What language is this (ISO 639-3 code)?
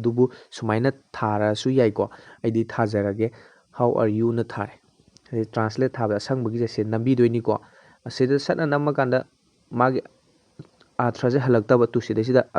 mni